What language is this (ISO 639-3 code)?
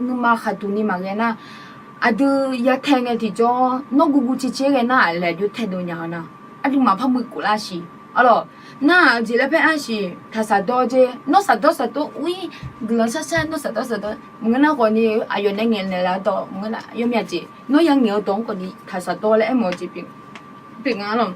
ahk